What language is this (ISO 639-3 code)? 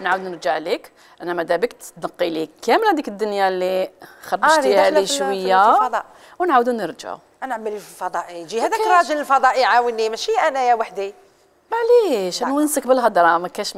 arq